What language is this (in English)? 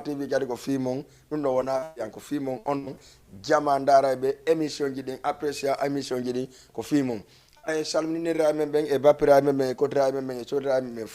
Fula